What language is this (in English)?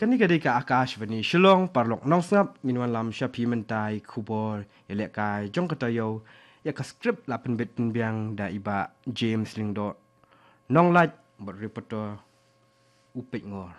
Khasi